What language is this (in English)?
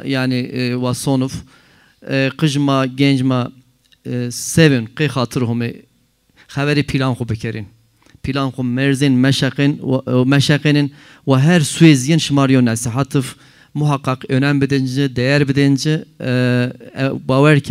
Zaza